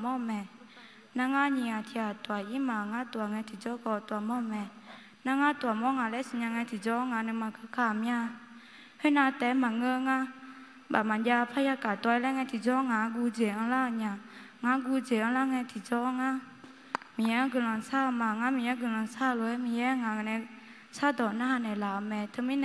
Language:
Akha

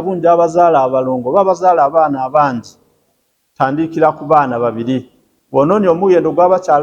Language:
Ganda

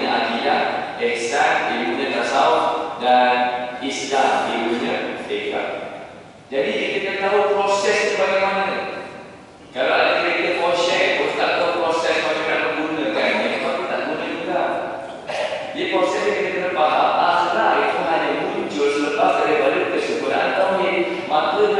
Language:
Malay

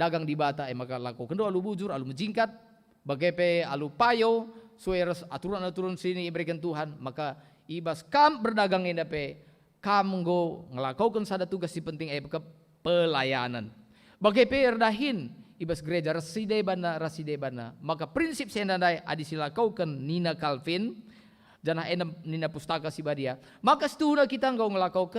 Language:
Batak Karo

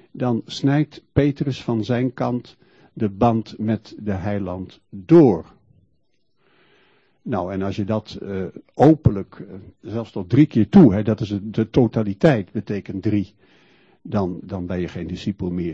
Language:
Dutch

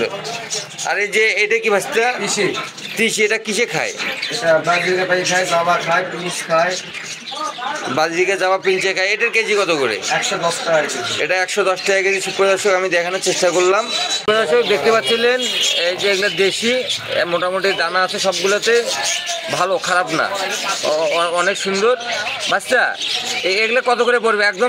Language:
Bangla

